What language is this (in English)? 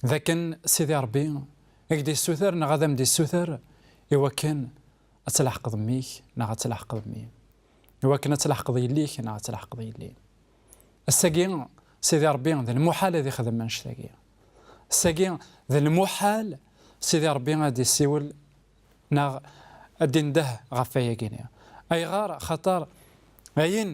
Kabyle